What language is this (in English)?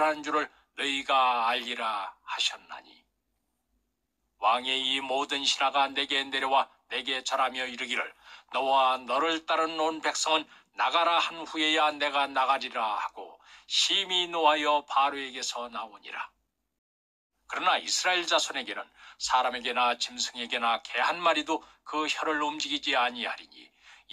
Korean